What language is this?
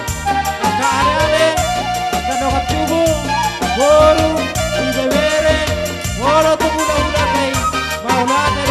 Batak Toba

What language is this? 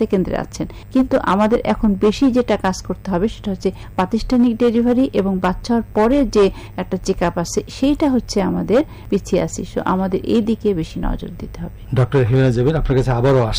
Bangla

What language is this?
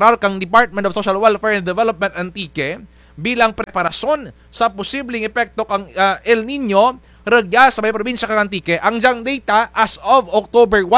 Kinaray-a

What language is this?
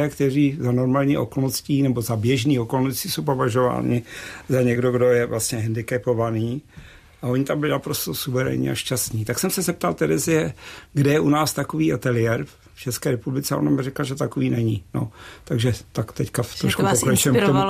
Czech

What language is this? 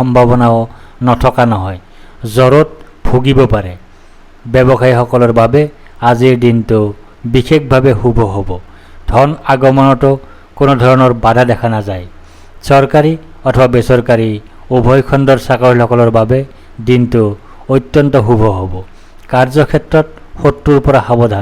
Assamese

